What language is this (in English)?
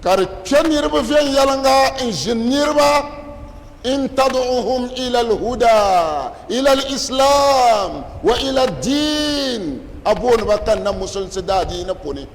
Dagbani